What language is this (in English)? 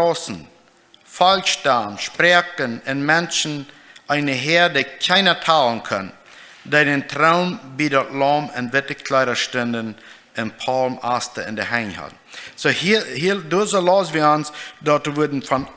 Plautdietsch